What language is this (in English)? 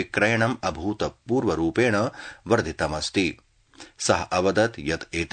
Sanskrit